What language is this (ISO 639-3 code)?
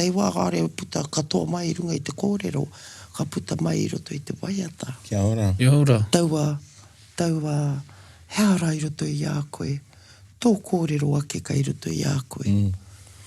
mri